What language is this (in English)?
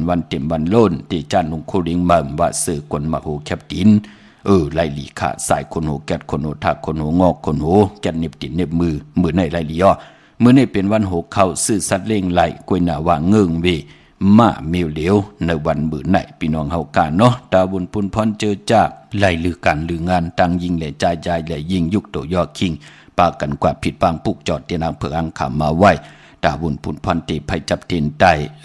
Shan